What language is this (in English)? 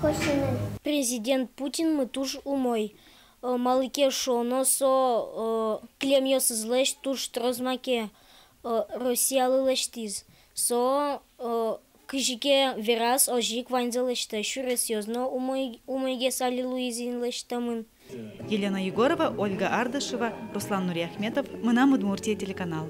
Udmurt